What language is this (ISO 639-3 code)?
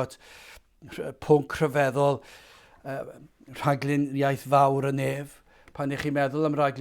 cym